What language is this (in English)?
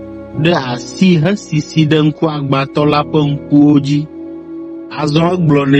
Ewe